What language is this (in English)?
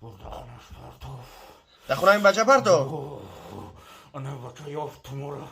Tajik